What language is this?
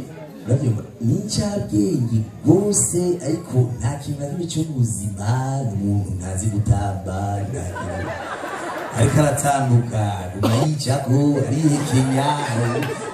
Rundi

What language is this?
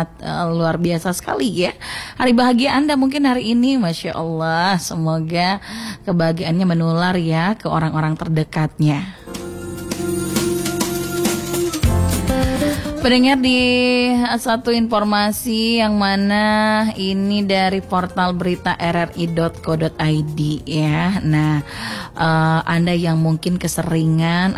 Indonesian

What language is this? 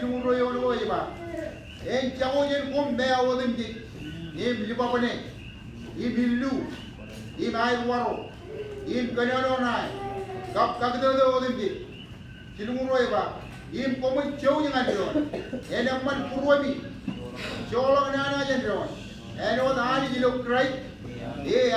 Marshallese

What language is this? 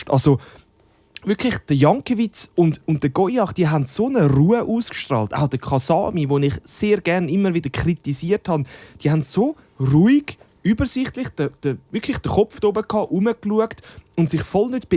Swiss German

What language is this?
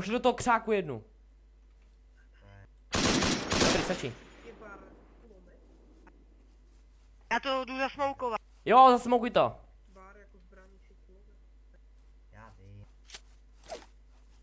Czech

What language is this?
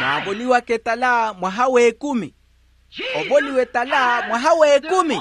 Makhuwa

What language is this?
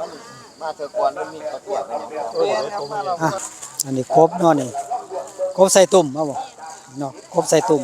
Northeastern Thai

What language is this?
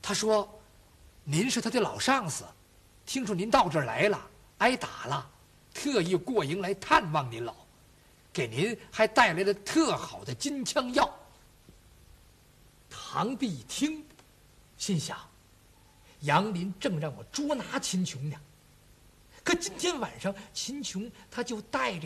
Chinese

